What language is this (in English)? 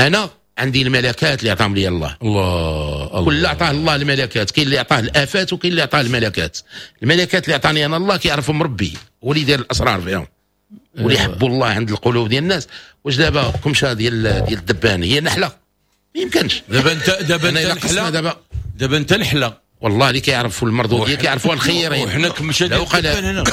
Moroccan Arabic